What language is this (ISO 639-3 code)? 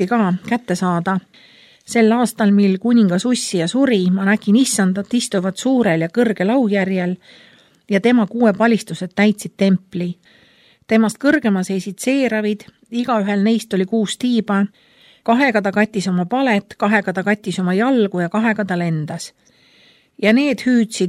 est